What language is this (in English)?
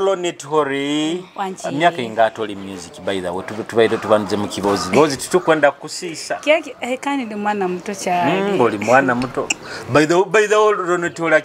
Nyoro